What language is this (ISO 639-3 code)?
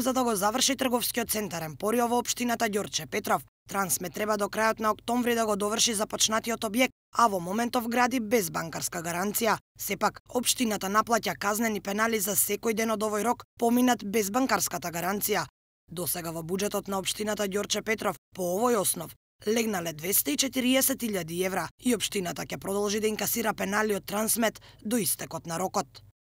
mkd